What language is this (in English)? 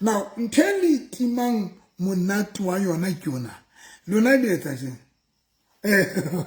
Southern Sotho